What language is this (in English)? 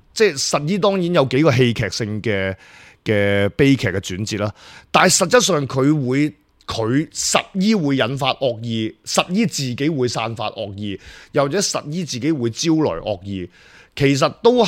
Cantonese